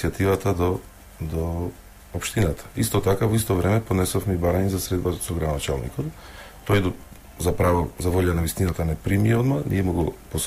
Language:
Macedonian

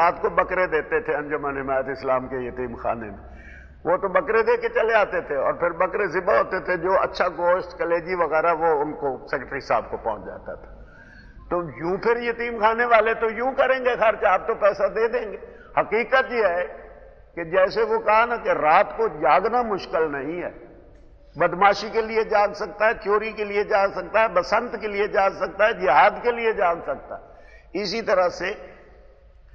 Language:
Urdu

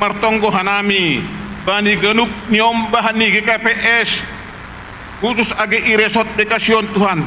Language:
Batak Simalungun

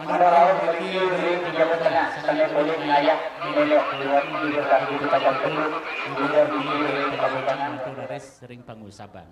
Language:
Balinese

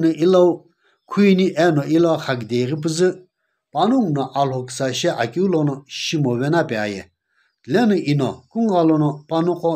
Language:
Sumi Naga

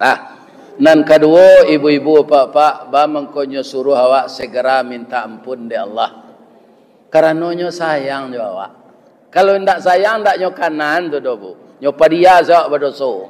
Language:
Minangkabau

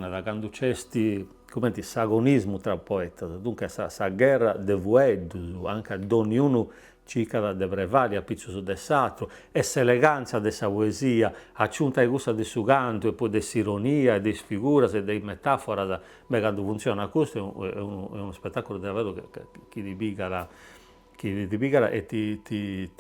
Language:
Sardinian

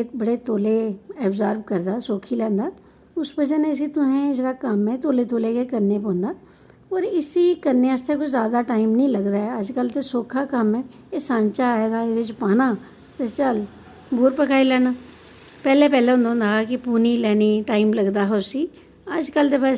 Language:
Dogri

